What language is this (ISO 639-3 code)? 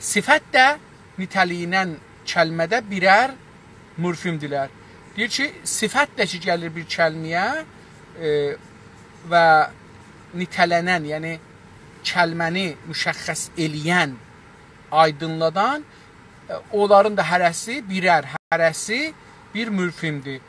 azb